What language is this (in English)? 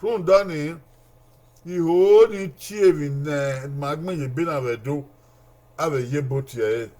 Bini